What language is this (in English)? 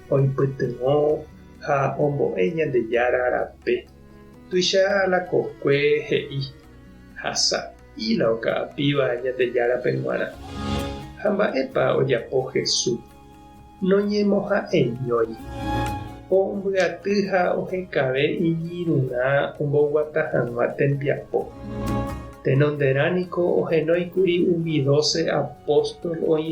Guarani